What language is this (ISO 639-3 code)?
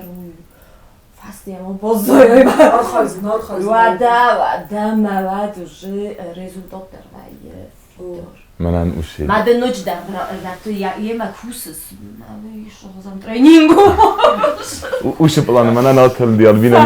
oss